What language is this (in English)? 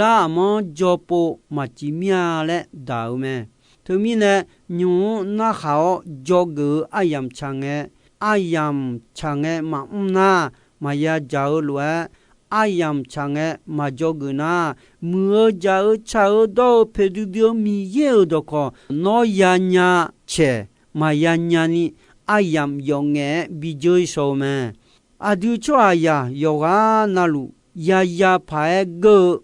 Akha